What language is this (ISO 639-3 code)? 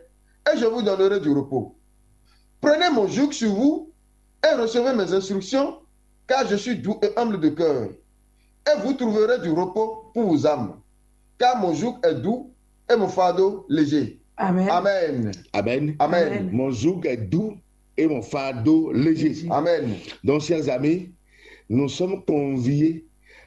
fra